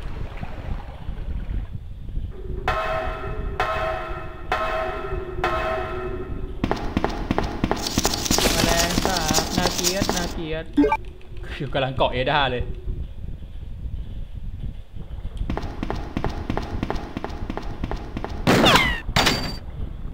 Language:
Thai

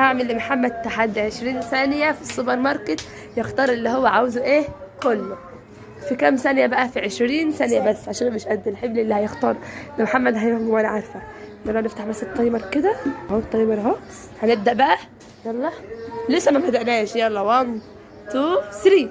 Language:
Egyptian Arabic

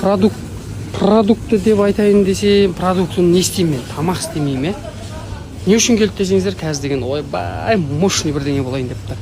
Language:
Kazakh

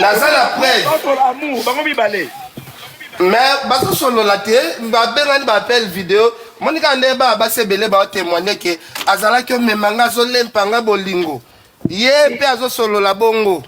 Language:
Lingala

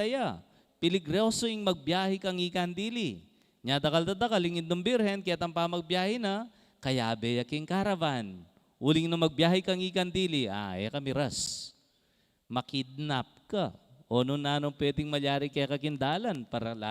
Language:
Pampanga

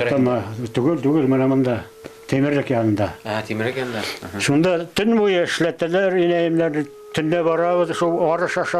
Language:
Bashkir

